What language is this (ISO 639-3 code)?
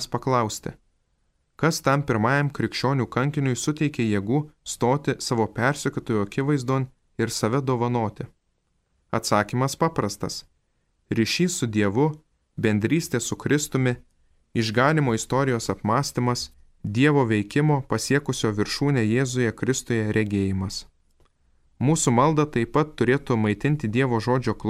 lit